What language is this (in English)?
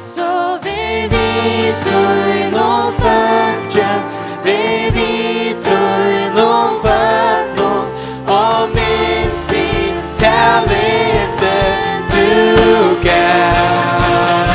Faroese